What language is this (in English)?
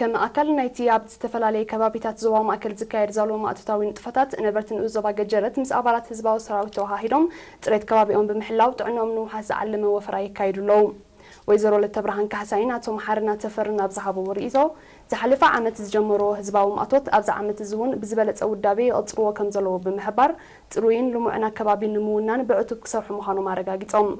Tigrinya